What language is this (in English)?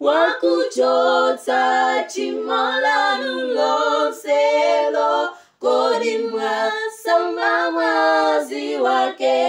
Nyanja